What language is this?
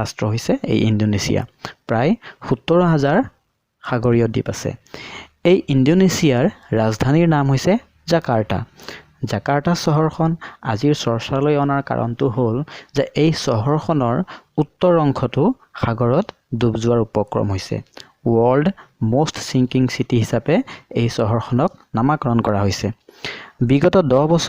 Assamese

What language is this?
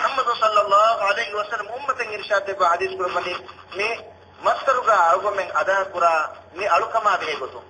Divehi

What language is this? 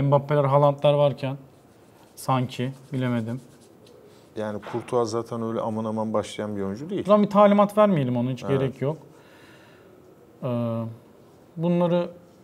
Turkish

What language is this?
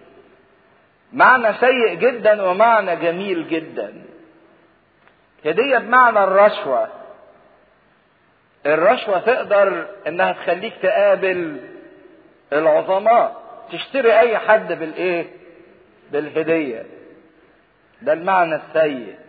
Egyptian Arabic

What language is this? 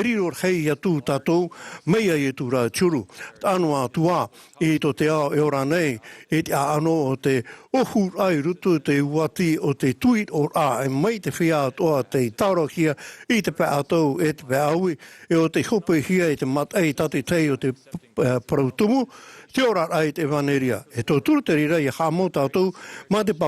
Tahitian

